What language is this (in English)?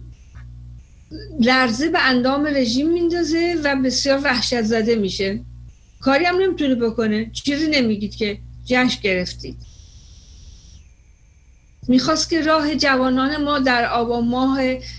Persian